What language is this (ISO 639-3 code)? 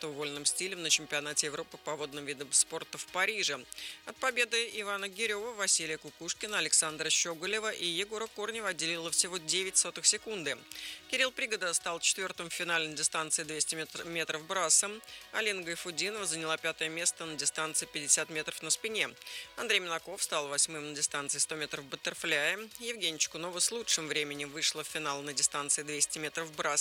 rus